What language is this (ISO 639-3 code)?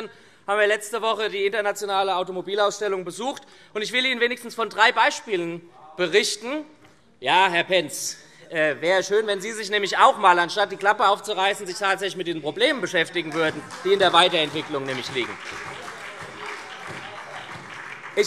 deu